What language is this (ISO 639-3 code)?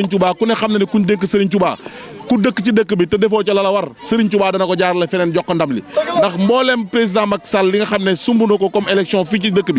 wol